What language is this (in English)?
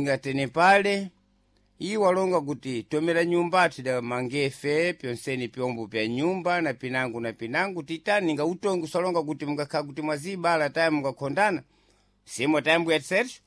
Sena